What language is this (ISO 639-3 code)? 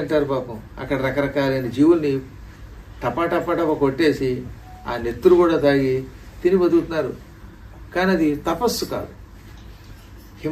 tel